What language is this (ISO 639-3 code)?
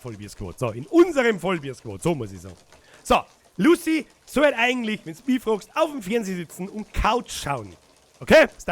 bar